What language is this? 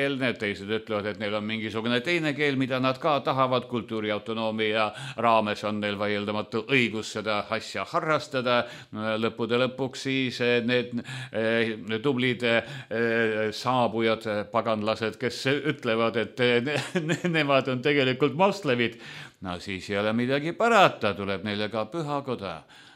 Estonian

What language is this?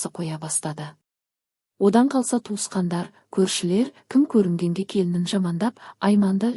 Kazakh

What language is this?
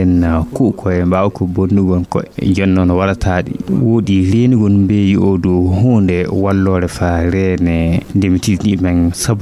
Fula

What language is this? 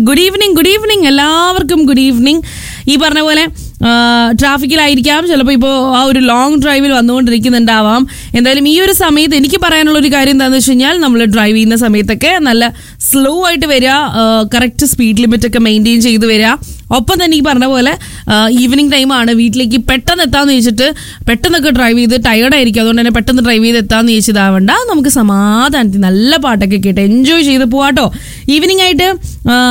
Malayalam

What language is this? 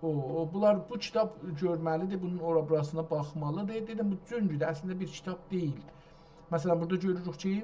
South Azerbaijani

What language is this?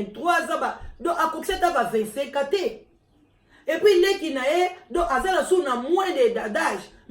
Lingala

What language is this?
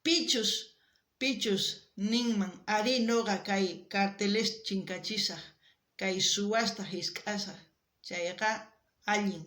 South Bolivian Quechua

